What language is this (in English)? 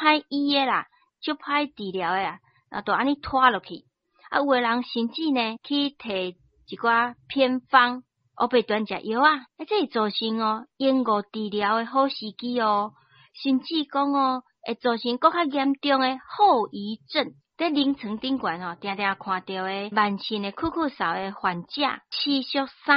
Min Nan Chinese